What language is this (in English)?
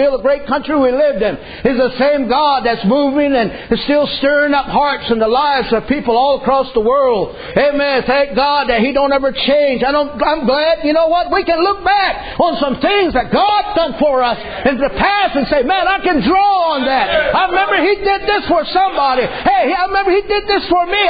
English